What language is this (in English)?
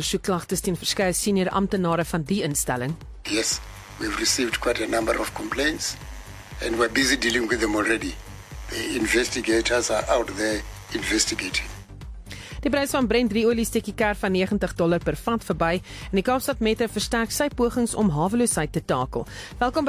Afrikaans